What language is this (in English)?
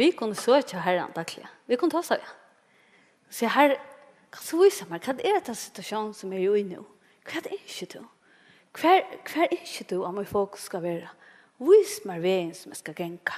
Faroese